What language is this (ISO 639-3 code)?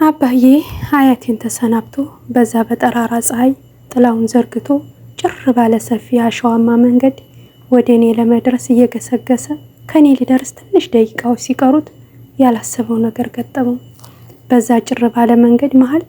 amh